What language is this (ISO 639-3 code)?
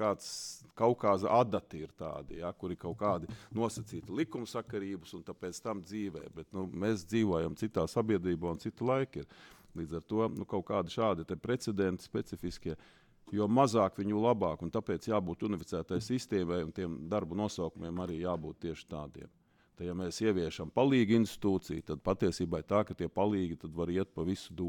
lav